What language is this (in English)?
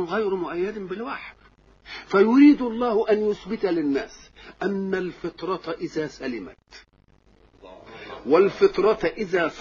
Arabic